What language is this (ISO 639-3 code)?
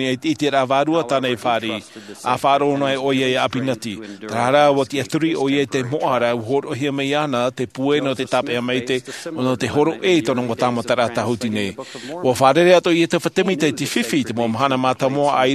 tah